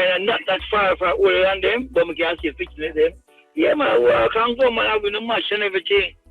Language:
Jamaican Creole English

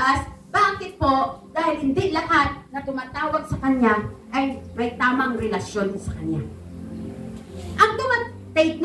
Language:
Filipino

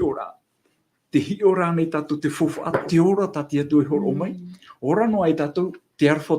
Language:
Tahitian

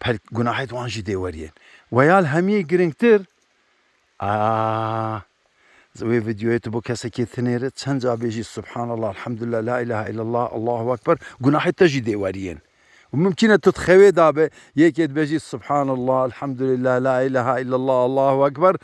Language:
Kurdish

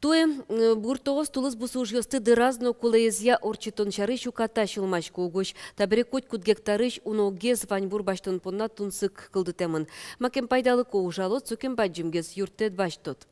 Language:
Udmurt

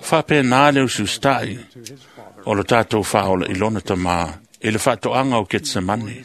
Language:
Samoan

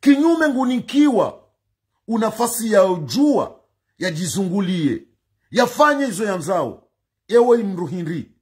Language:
Ngazidja Comorian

